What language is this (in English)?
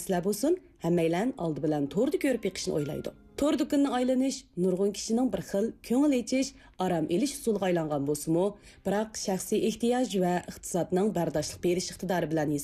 Uyghur